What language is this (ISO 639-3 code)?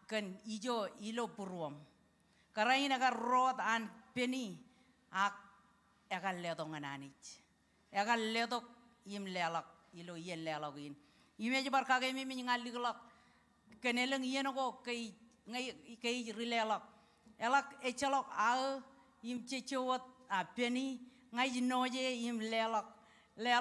mah